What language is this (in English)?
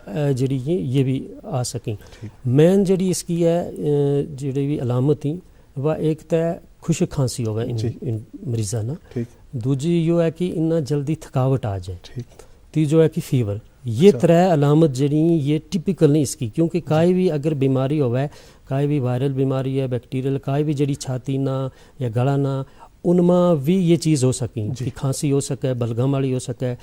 Gujari